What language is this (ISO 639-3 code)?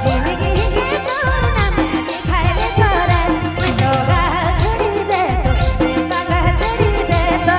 sck